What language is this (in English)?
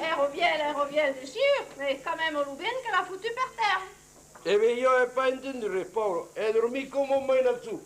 Occitan